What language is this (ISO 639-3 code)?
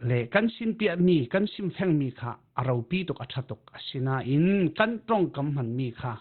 cfm